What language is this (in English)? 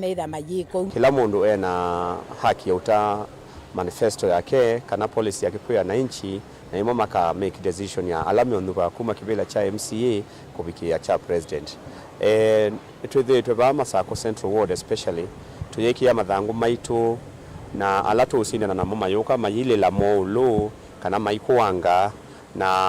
Kamba